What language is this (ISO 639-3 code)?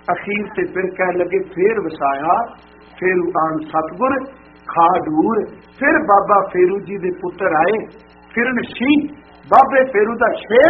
pan